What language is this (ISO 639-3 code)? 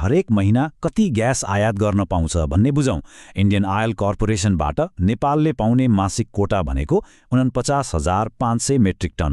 nep